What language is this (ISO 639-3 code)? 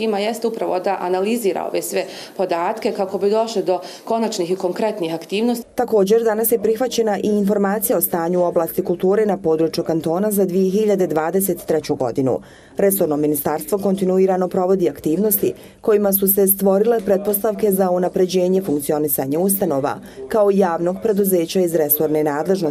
bos